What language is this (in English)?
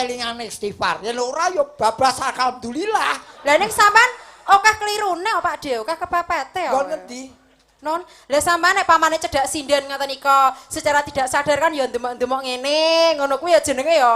Javanese